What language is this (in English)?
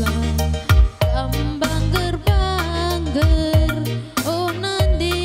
Batak Karo